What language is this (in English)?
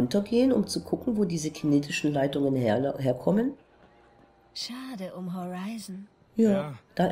German